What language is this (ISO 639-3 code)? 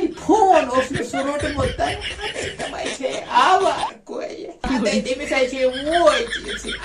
kas